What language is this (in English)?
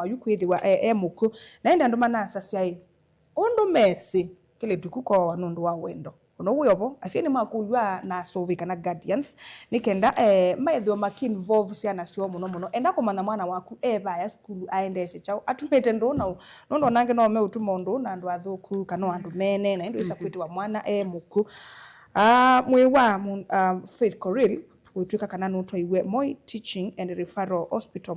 Kamba